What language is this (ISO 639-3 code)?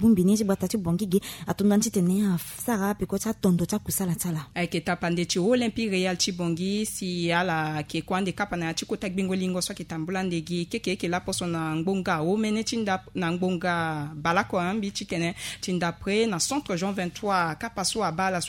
sag